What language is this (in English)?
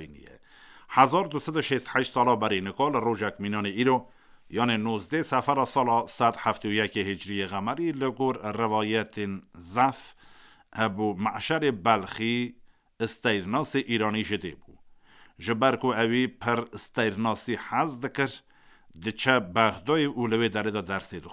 Kurdish